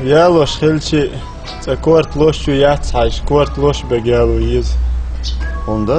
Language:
Chechen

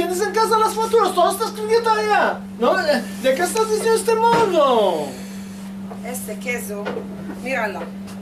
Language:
Ladino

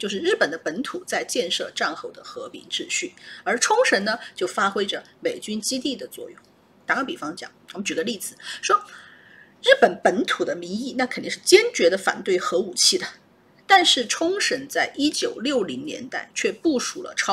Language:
Chinese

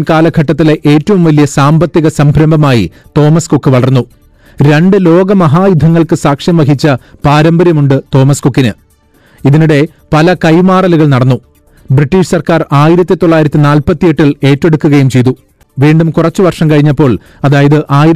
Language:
Malayalam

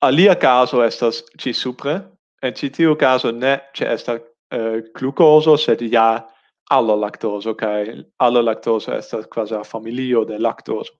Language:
Esperanto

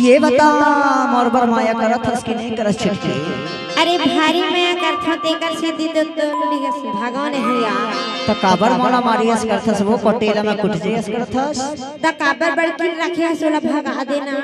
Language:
Chhattisgarhi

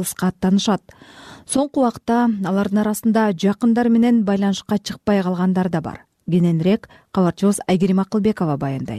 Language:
Kyrgyz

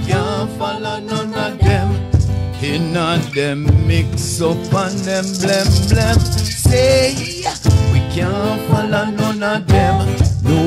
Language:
Jamaican Creole English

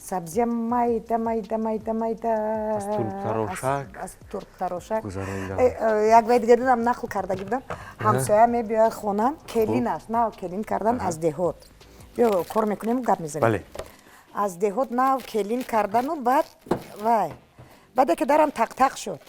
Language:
Tajik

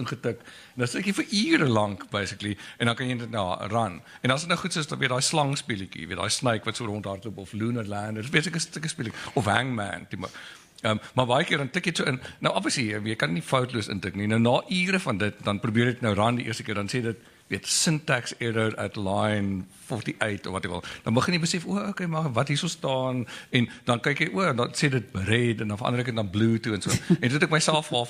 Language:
Afrikaans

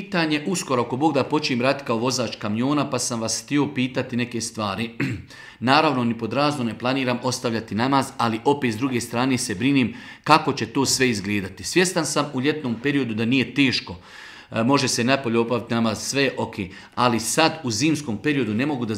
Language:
Bosnian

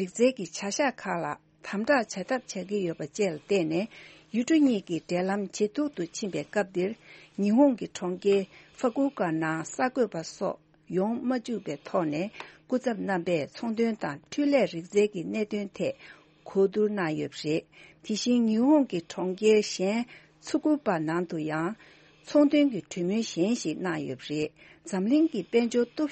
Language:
Tibetan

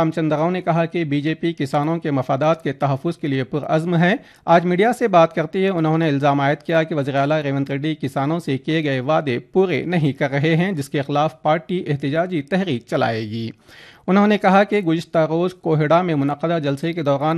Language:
Urdu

